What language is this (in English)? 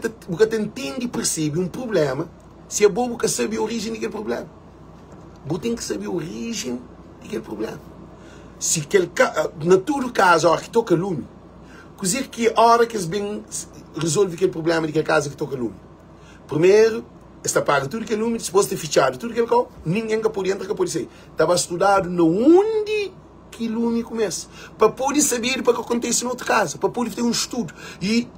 Kabuverdianu